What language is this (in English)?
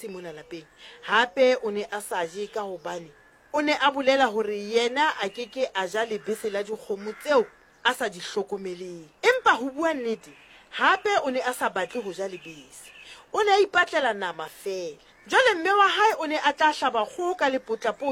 Southern Sotho